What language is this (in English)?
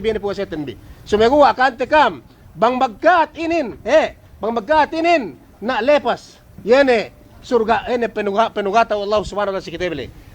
Yakan